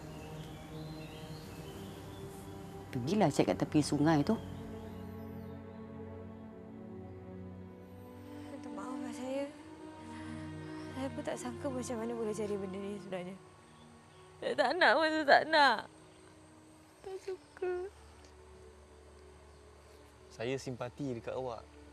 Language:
Malay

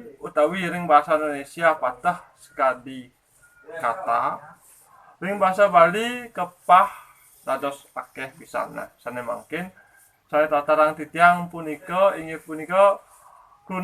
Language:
Balinese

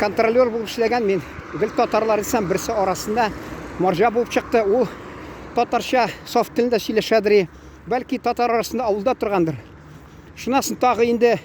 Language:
Tatar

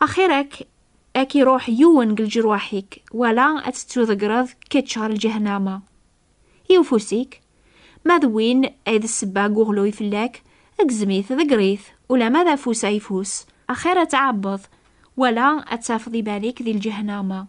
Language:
Kabyle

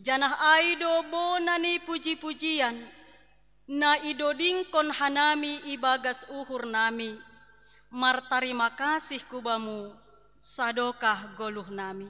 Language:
Batak Simalungun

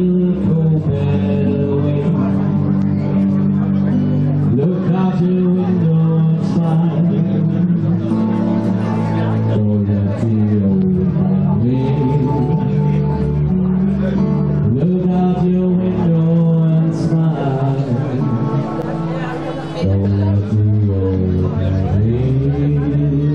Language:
English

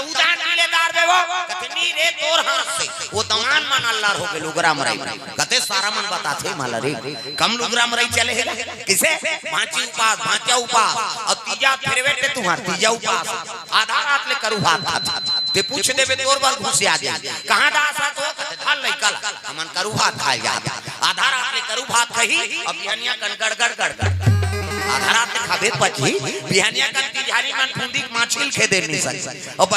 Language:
Chhattisgarhi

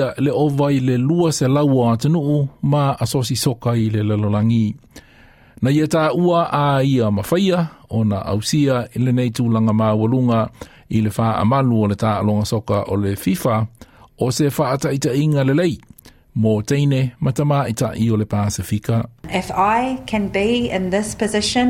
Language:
Samoan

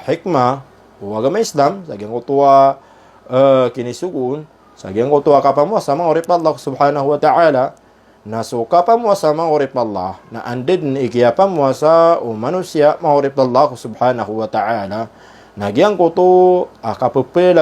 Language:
Maranao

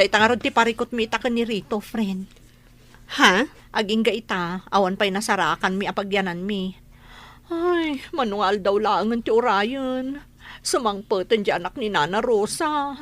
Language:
Iloko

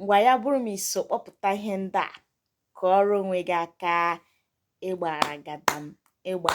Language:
Igbo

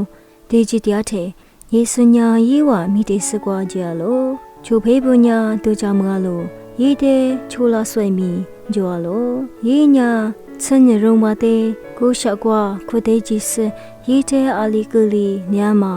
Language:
Lisu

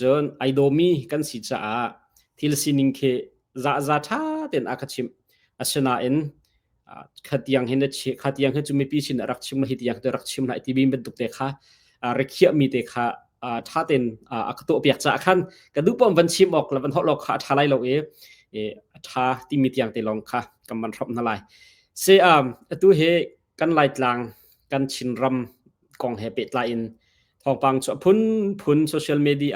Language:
Hakha Chin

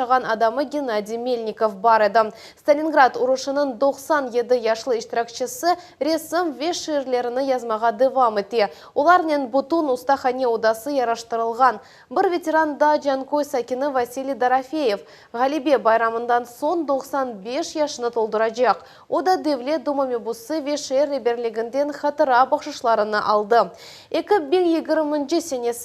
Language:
Crimean Tatar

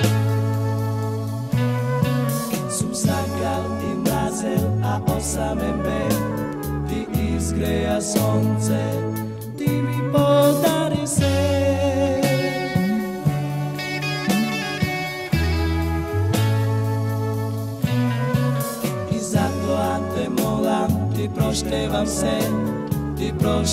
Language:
Macedonian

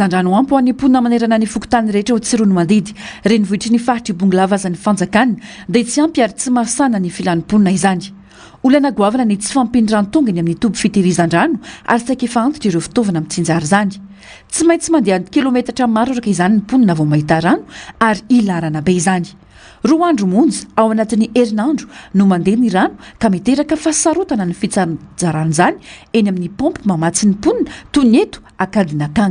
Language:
Malagasy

